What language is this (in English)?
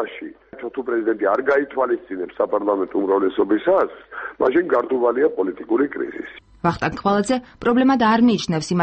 Georgian